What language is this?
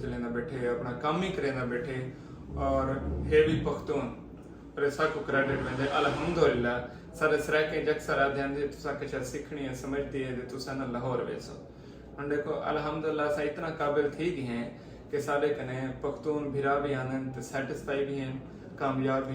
Saraiki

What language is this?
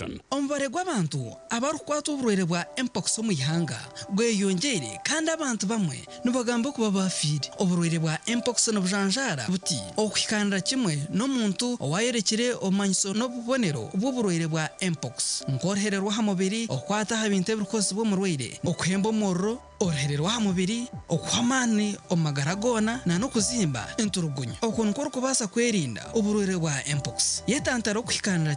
Nyankole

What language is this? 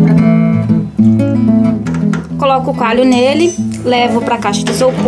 Portuguese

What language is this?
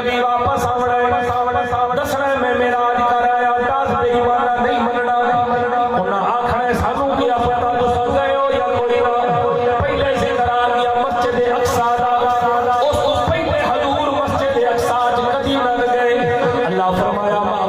Saraiki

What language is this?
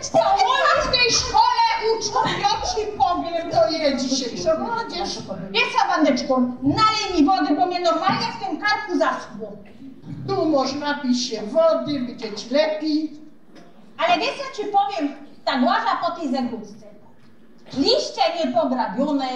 Silesian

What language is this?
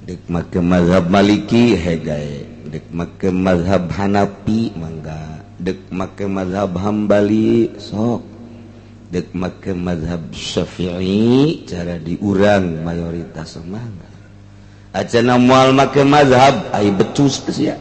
Sundanese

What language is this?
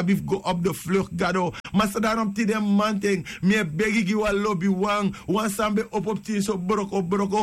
Sranan Tongo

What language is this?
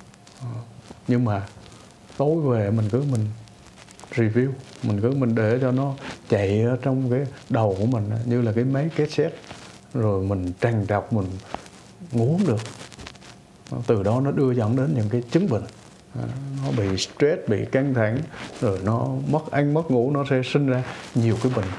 Vietnamese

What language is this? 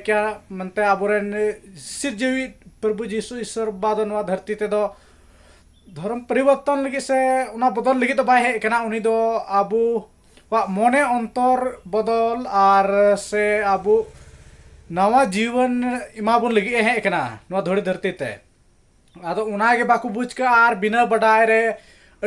Santali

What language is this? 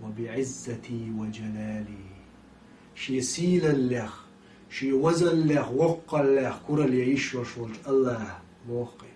Chechen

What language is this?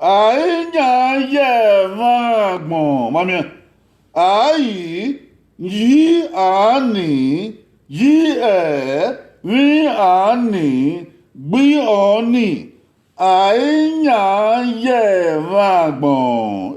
Bini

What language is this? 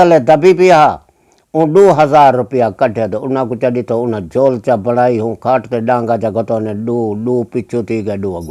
Saraiki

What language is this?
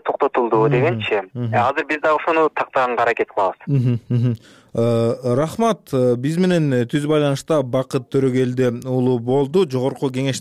Kyrgyz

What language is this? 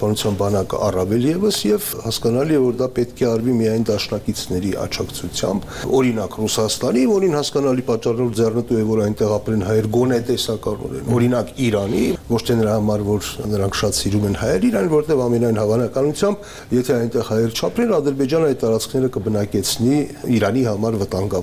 Armenian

